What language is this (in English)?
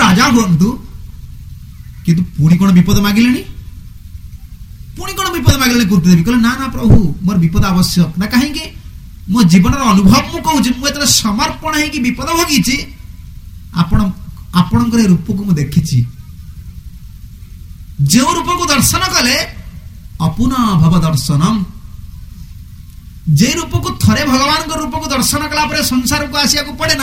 Odia